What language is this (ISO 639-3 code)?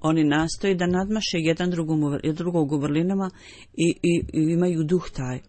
bos